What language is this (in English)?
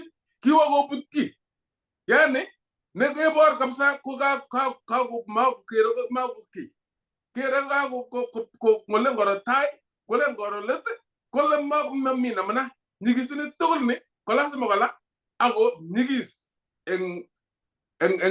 Kalenjin